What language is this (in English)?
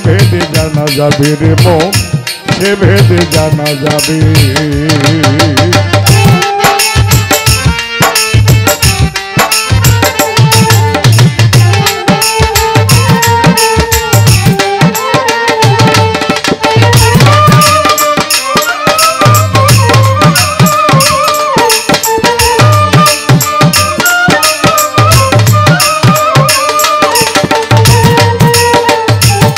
Bangla